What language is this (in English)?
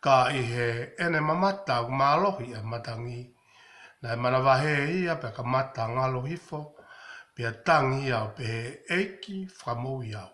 Tongan